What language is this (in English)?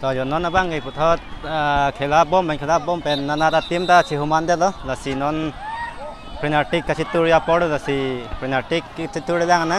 Karbi